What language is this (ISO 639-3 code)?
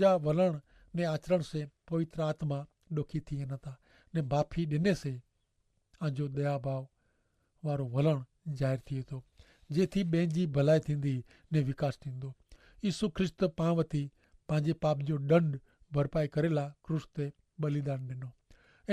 kfr